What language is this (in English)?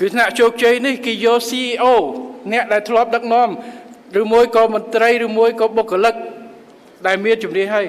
Khmer